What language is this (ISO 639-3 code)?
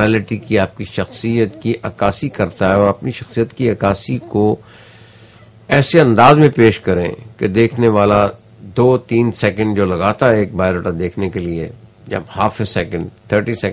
urd